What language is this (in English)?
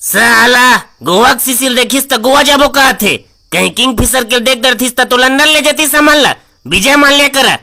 Chhattisgarhi